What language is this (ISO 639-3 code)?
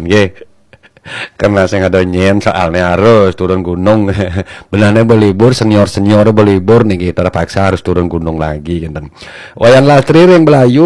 ban